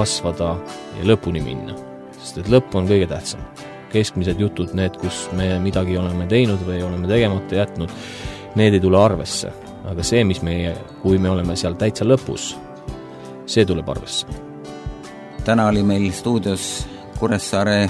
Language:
Estonian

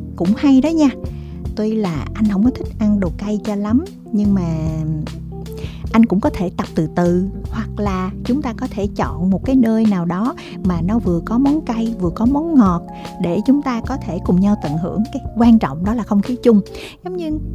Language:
Vietnamese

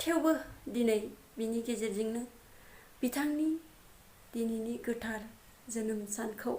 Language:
Bodo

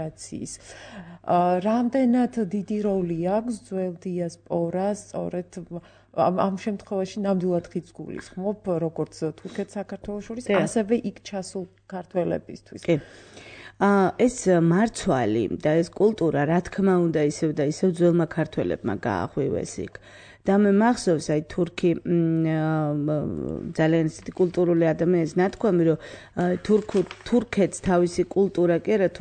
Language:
Georgian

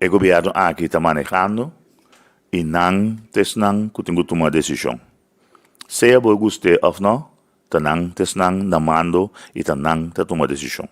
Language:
Papiamento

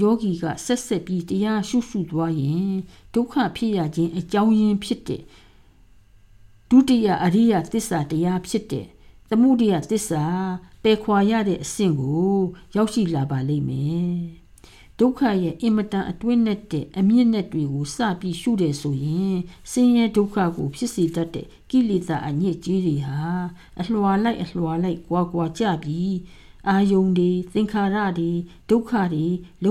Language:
Burmese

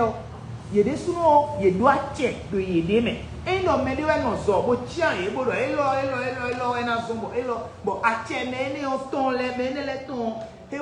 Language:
Fon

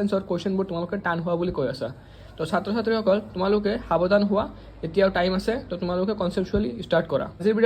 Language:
Assamese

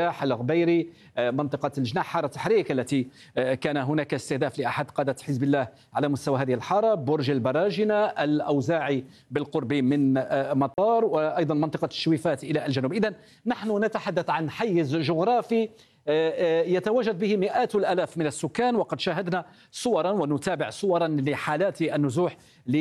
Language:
Arabic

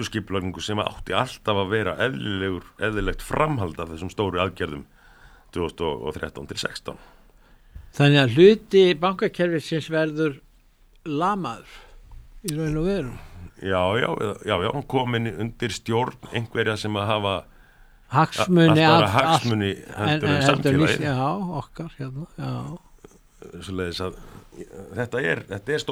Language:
Icelandic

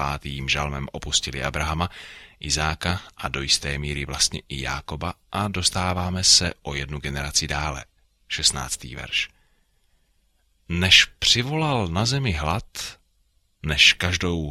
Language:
Czech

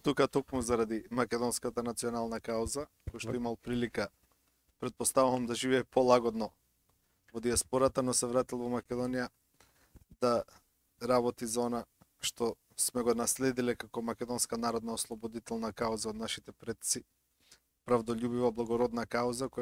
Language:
Macedonian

